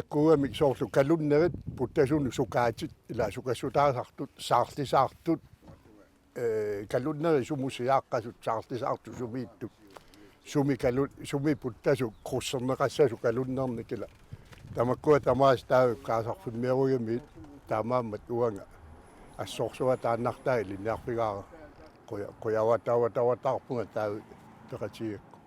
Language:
Kalaallisut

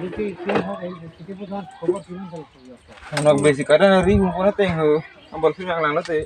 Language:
Karbi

